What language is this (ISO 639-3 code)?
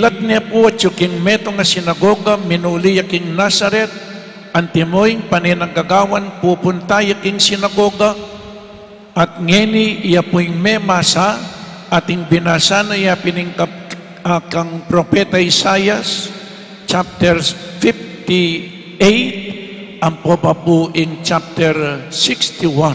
pam